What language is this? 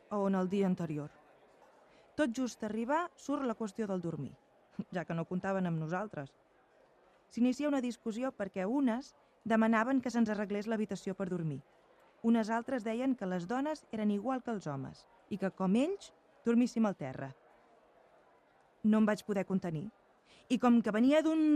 Catalan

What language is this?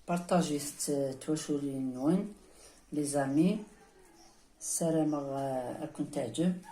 Kabyle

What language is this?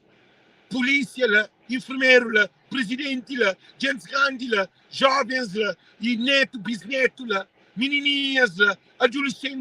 Kabuverdianu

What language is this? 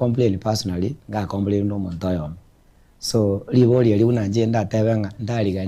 Gusii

